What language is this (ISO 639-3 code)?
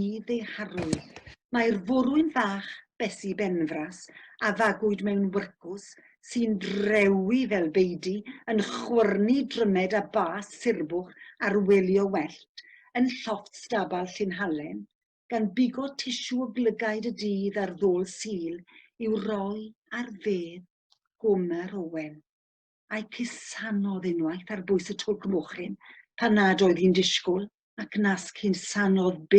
cym